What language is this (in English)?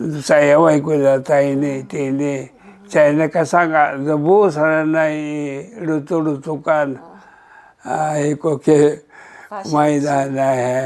Sakizaya